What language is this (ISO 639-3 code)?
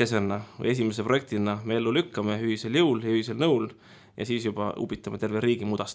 est